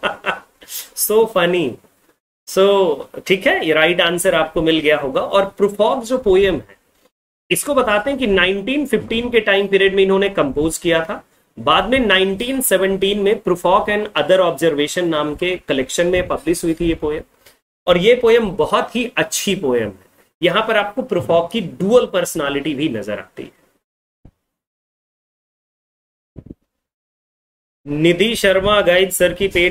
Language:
Hindi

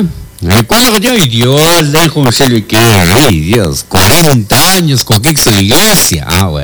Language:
Kekchí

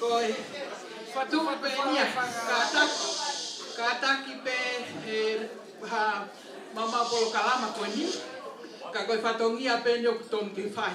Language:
Tongan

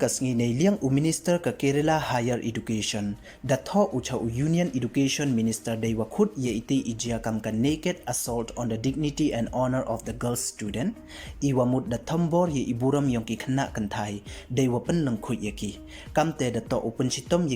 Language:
Pnar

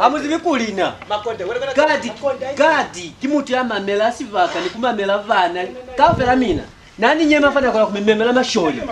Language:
Lozi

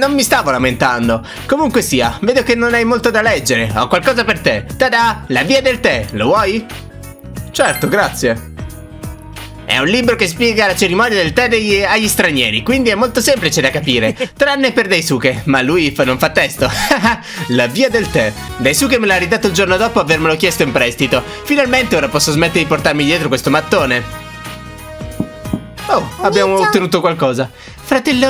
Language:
Italian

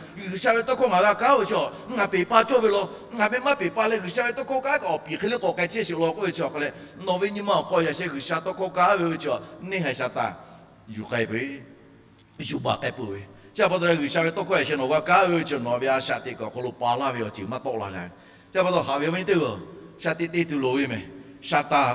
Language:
Lahu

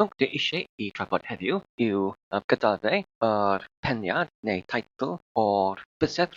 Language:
Welsh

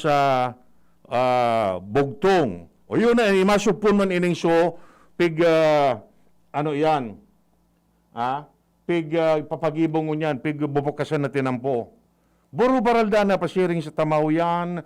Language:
Bikol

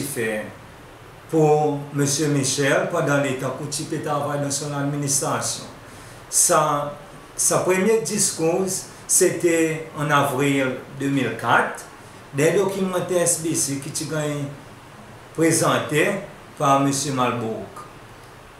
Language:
Seselwa Creole French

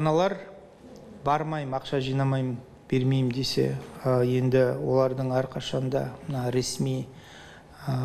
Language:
Kazakh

